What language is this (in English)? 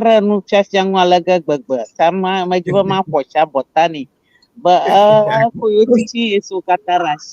Ewe